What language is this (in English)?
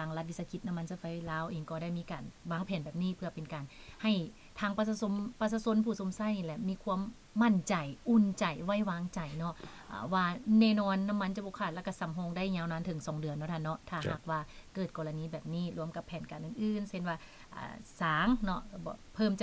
Lao